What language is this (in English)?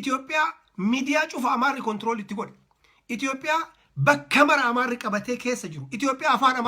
Oromo